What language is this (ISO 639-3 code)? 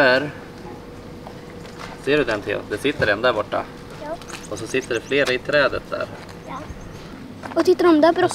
swe